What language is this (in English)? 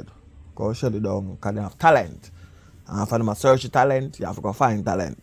Jamaican Creole English